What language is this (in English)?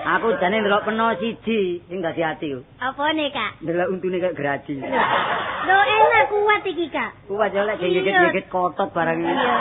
Javanese